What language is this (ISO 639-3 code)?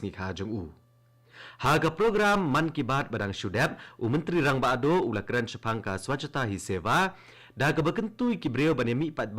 kha